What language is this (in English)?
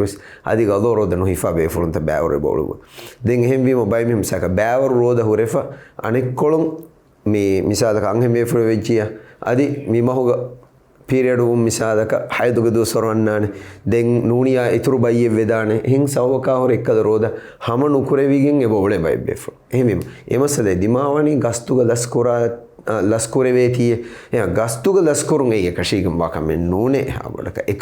Divehi